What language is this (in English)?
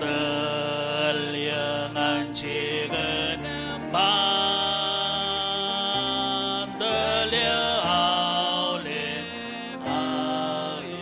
Marshallese